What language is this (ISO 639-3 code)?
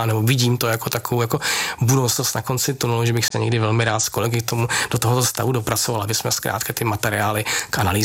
ces